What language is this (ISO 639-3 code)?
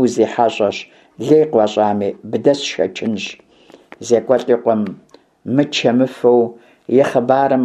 kbd